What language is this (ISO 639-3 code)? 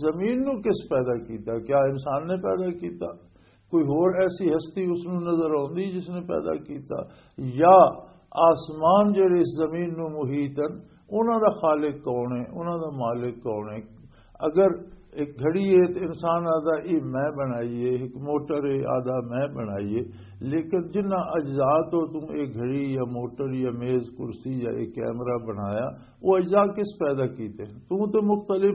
lah